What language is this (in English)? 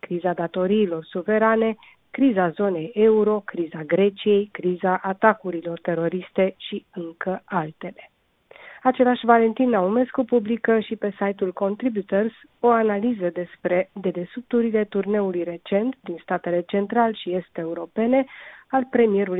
Romanian